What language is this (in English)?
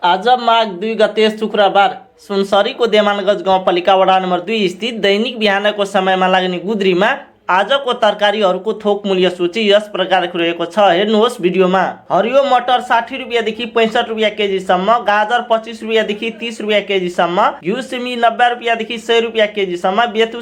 Nepali